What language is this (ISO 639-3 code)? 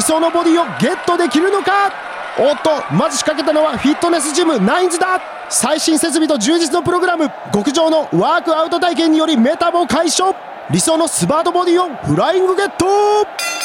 jpn